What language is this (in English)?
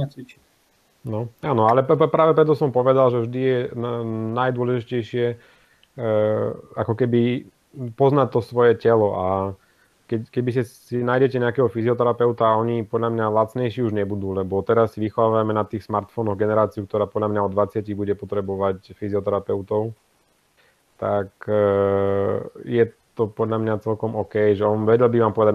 Slovak